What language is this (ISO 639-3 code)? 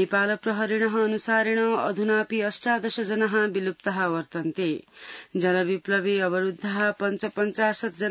san